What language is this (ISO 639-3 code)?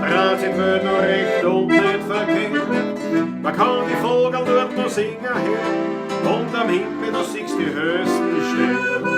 bar